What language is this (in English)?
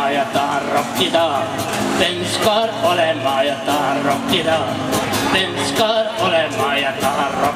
Estonian